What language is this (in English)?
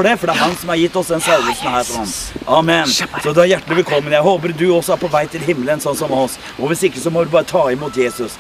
Norwegian